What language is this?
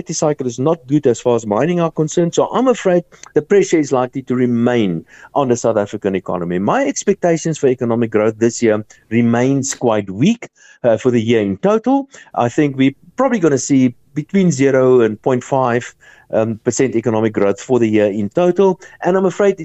English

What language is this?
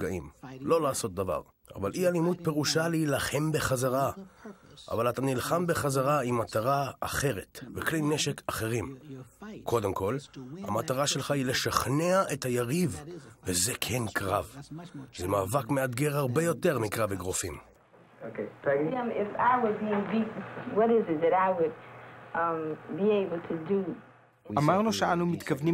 Hebrew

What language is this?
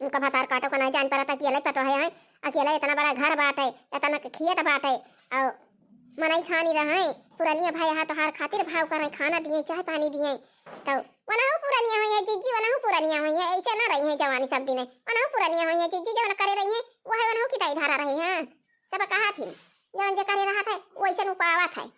Awadhi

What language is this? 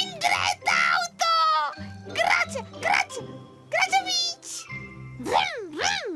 Romansh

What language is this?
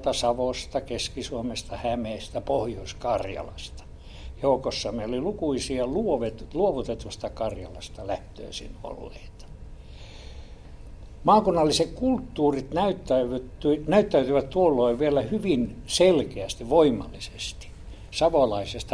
Finnish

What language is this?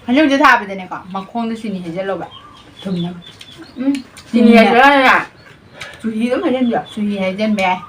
Manipuri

